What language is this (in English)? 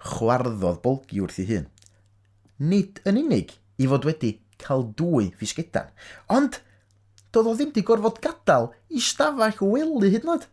Welsh